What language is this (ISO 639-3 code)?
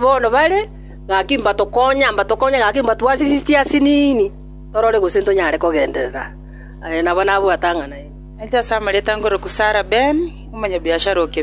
guz